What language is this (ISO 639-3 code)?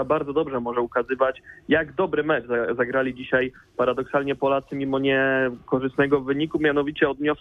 pol